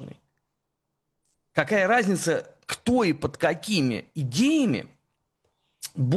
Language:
Russian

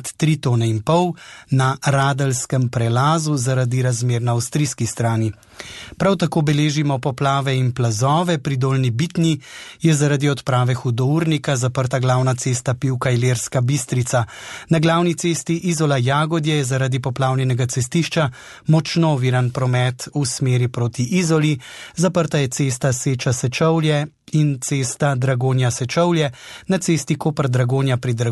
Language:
Slovenian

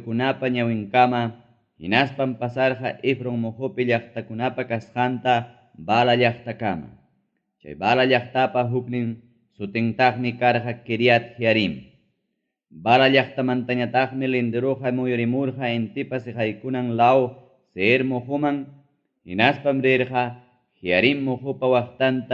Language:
Ayacucho Quechua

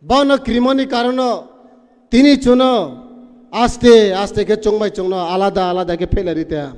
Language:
Riang (India)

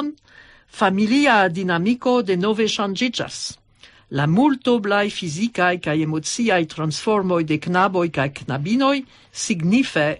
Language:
Esperanto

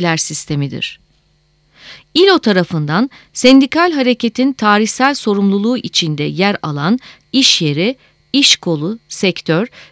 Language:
Turkish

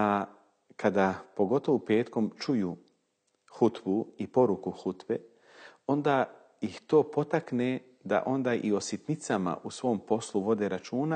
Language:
Bosnian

